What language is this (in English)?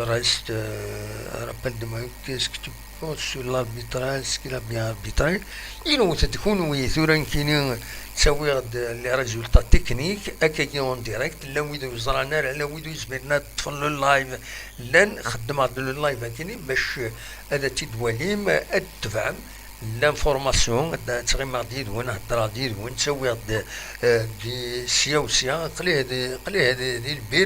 Kabyle